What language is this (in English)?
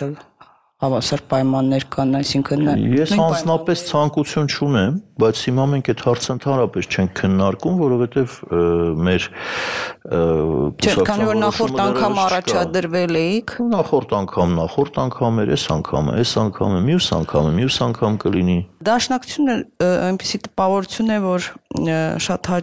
Armenian